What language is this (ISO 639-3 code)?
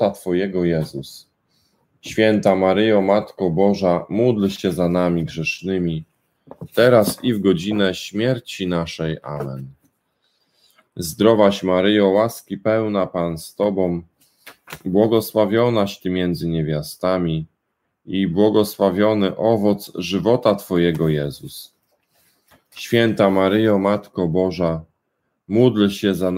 pol